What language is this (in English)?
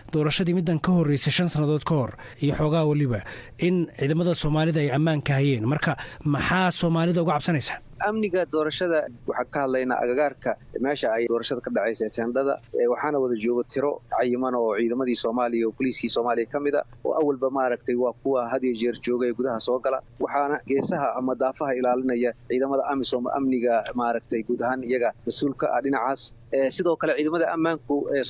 Somali